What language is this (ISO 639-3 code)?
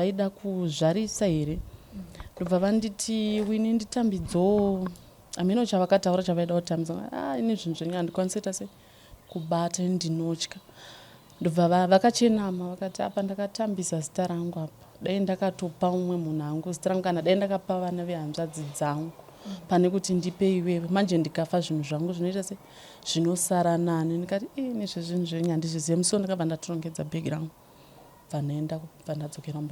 sna